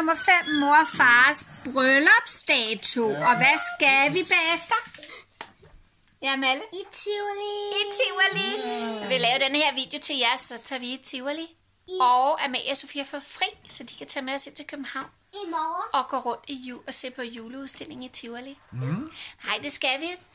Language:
Danish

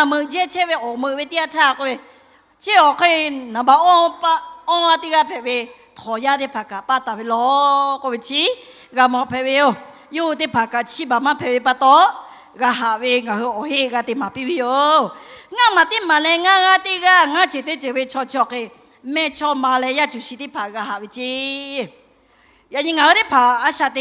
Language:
Lahu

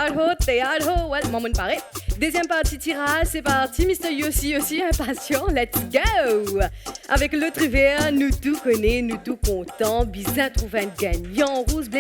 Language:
Morisyen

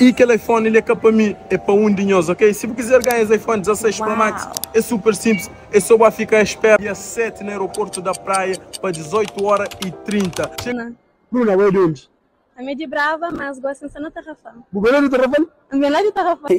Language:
Kabuverdianu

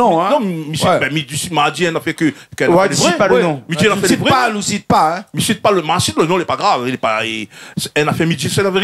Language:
Réunion Creole French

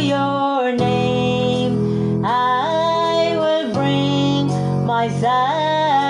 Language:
Pohnpeian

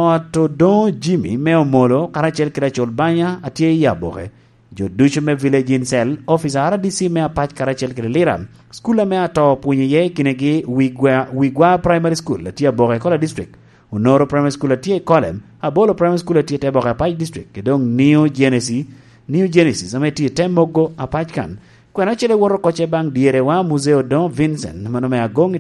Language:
Lango (Uganda)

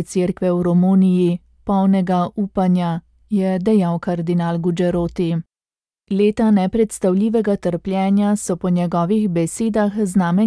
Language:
Slovenian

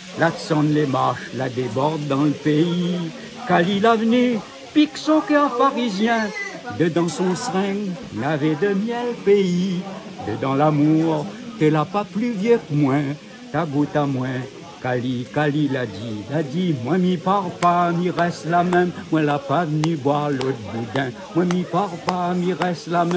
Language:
Réunion Creole French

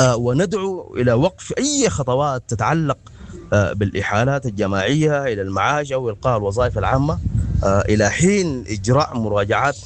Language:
Sudanese Arabic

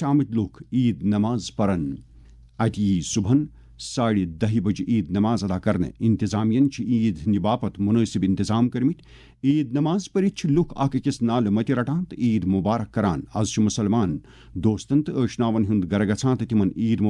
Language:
Kashmiri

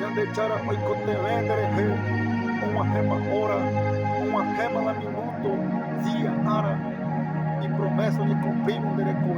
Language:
Guarani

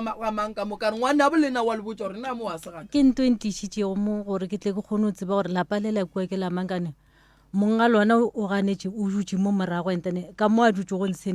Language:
Northern Sotho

